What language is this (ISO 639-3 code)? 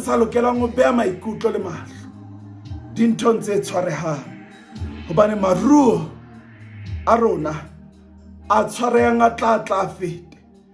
sot